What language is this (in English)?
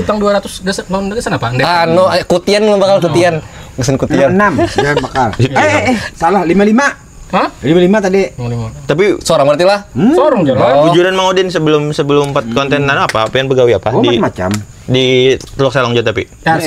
Banjar